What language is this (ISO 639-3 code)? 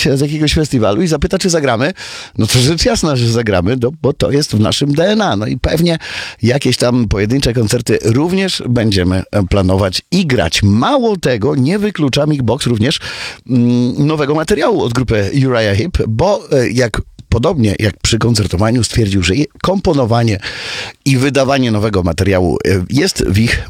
pol